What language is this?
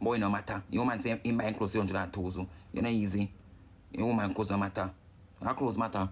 Jamaican Creole English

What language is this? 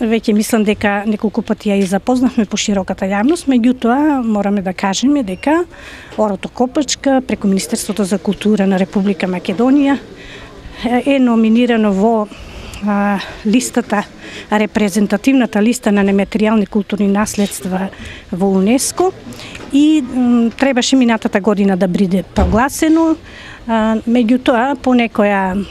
Macedonian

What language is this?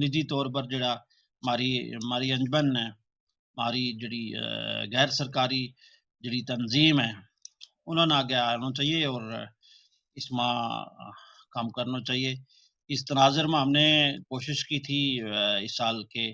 Gujari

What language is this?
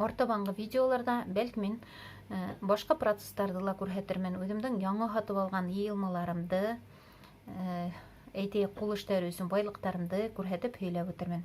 Bashkir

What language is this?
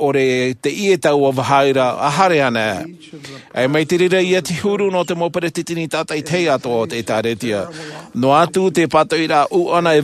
Tahitian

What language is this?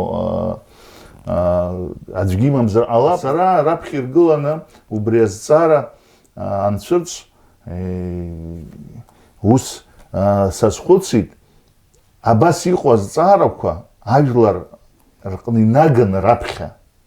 Abkhazian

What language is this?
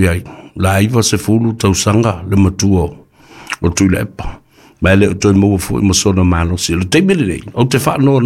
Samoan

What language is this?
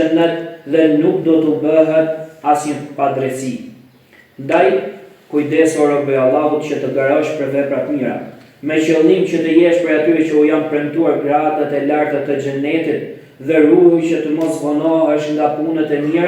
Albanian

